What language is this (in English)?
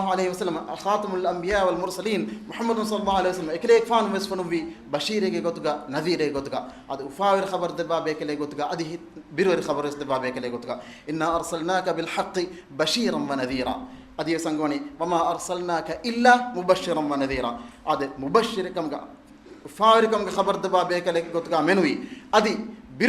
Divehi